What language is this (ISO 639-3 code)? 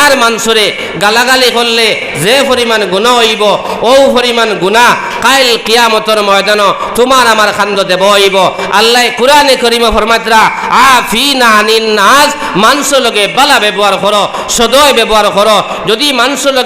syl